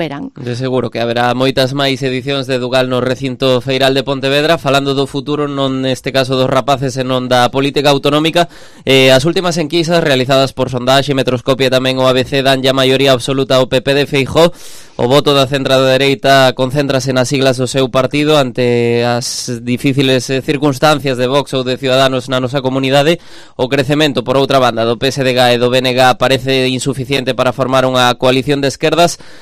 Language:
Galician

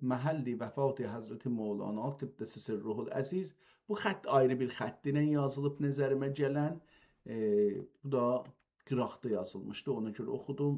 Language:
South Azerbaijani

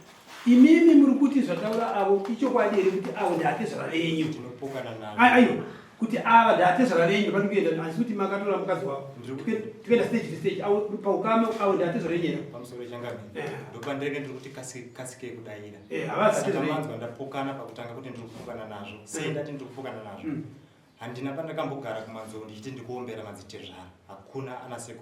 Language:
Shona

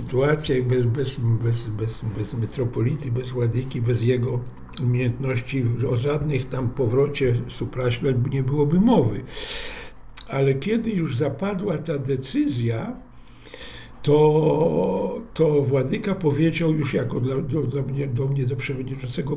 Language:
Polish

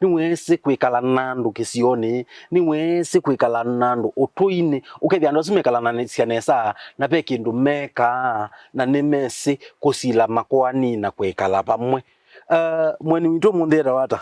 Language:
Kamba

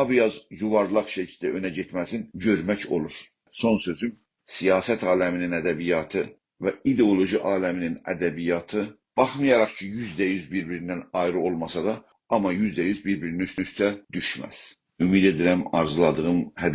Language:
South Azerbaijani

